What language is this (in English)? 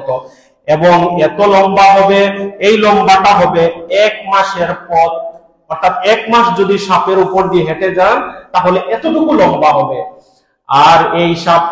Bangla